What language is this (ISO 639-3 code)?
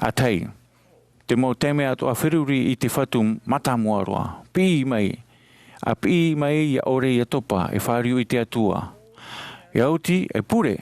tah